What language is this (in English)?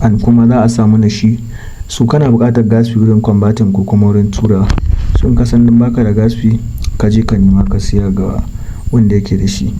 Hausa